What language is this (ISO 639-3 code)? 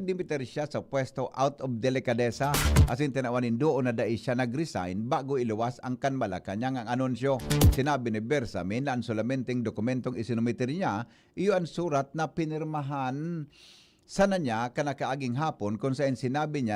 bik